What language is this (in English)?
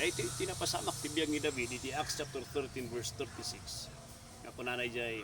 Iloko